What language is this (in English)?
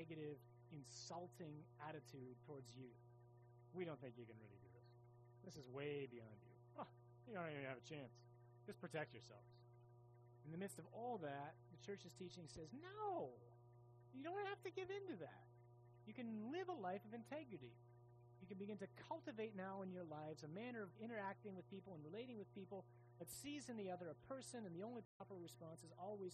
English